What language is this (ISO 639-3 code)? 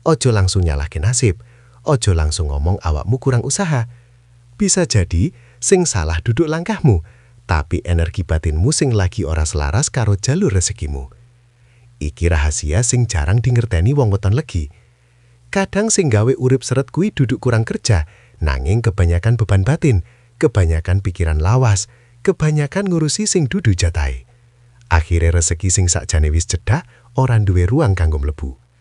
jav